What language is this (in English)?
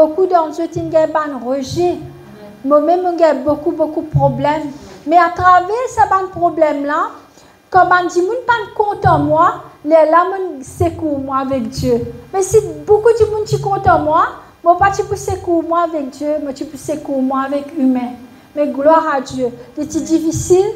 Morisyen